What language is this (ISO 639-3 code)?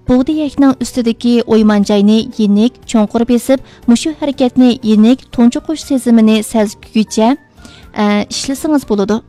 uig